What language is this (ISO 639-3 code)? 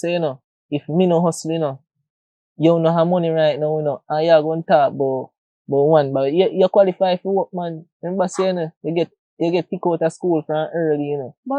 jam